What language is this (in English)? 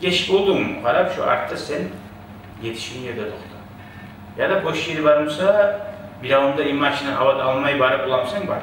Kumyk